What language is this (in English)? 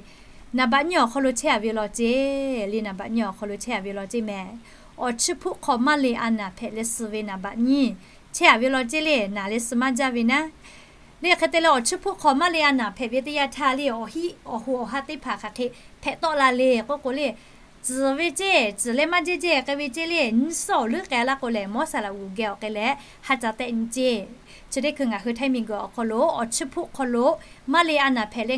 Lahu